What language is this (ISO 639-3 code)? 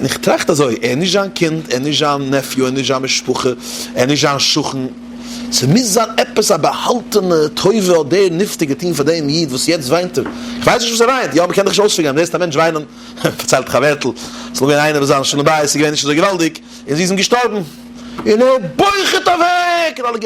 yid